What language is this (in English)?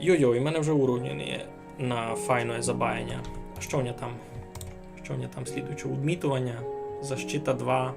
Rusyn